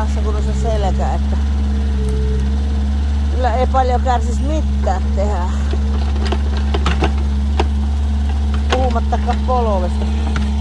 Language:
Finnish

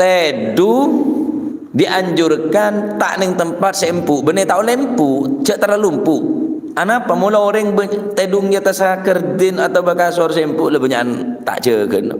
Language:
Madurese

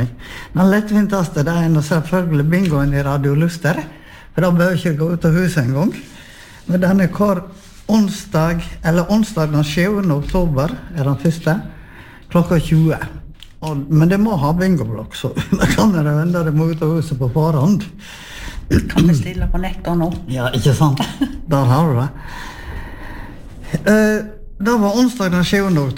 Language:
Norwegian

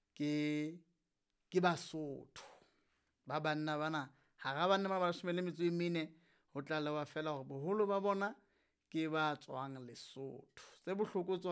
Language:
Southern Sotho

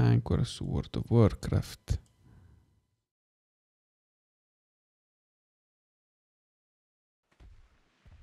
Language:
Italian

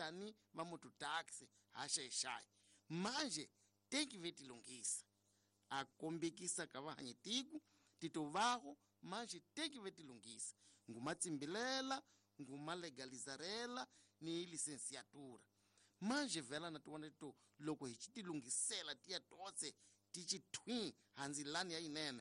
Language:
Tsonga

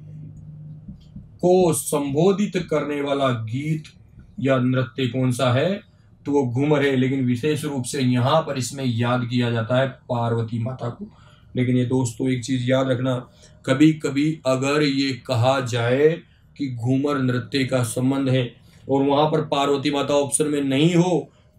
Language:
Hindi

